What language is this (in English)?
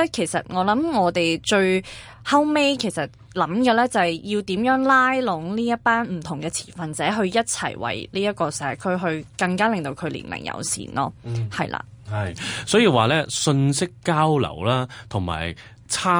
Cantonese